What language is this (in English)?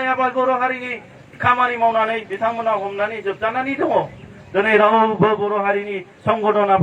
Bodo